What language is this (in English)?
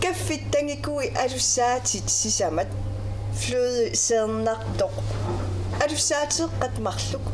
Kalaallisut